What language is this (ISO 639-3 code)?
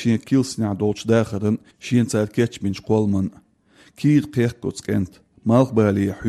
che